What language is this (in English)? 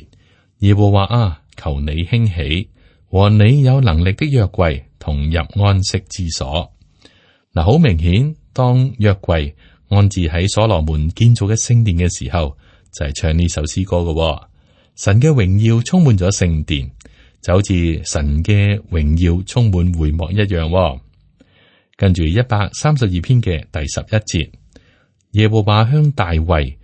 Cantonese